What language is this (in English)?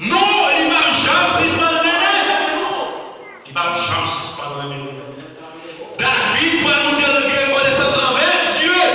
Haitian Creole